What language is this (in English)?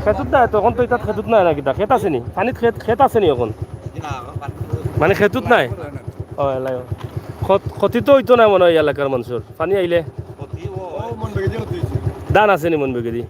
Sylheti